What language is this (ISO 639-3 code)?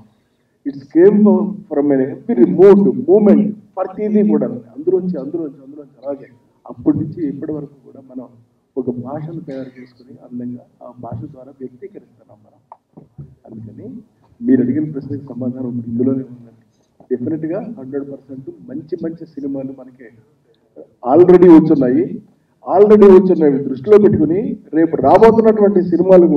tel